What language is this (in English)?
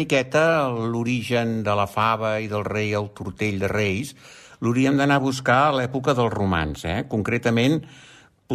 Catalan